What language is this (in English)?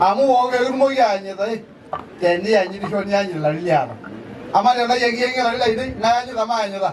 Masai